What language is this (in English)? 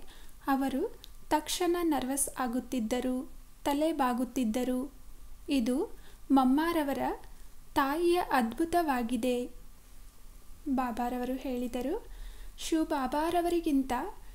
Kannada